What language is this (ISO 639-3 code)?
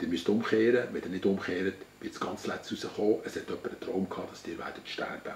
gsw